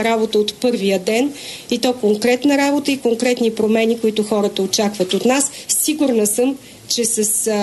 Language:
Bulgarian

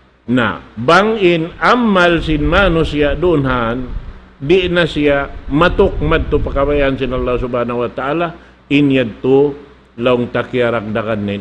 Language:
Tausug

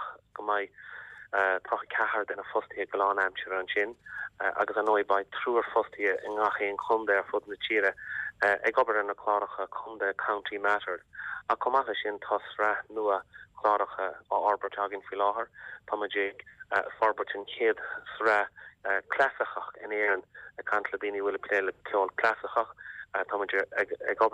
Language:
Irish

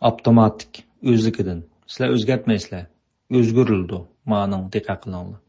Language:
Uyghur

